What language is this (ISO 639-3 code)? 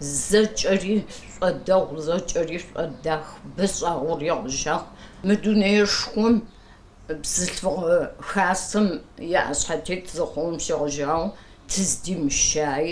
kbd